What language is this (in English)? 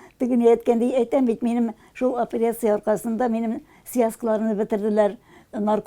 Tatar